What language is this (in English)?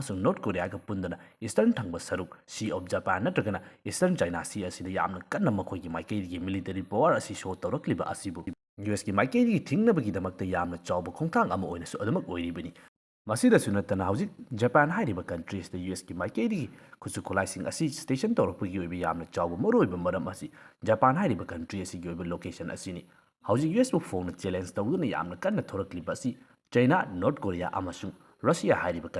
Manipuri